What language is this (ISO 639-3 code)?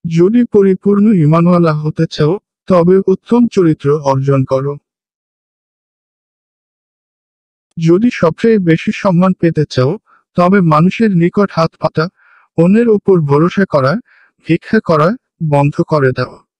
ben